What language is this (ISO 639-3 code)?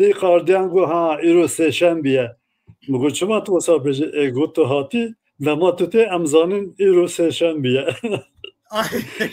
kur